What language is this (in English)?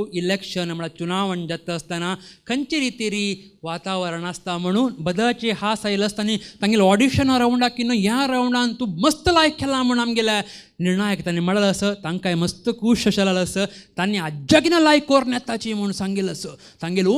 Konkani